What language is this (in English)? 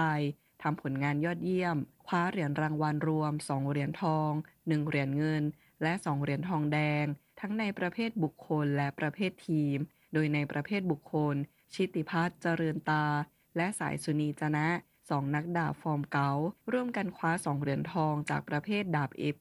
Thai